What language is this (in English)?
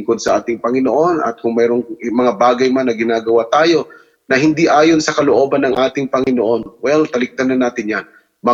Filipino